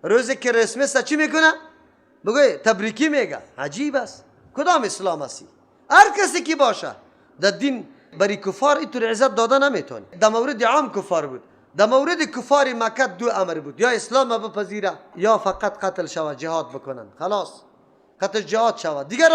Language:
Persian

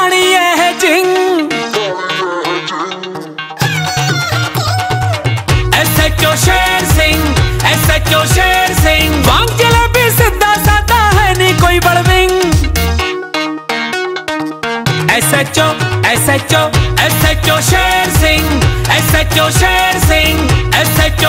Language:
Punjabi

